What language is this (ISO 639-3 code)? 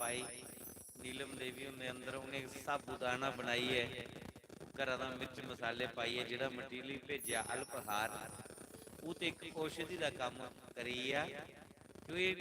doi